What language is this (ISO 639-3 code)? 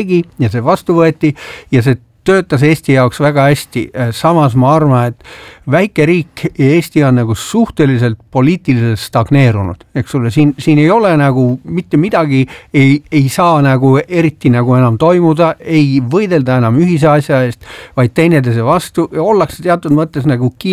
est